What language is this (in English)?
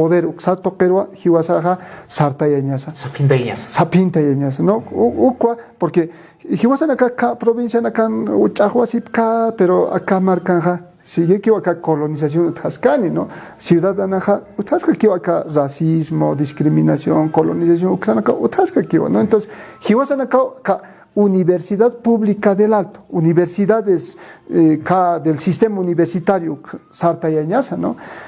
Aymara